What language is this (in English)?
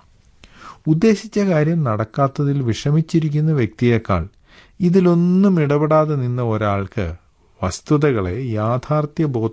Malayalam